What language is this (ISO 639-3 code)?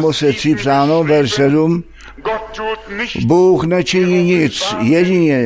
ces